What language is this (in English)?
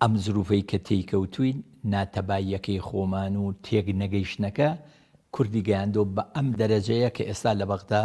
Central Kurdish